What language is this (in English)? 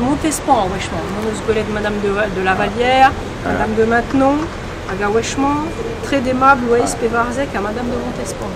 Breton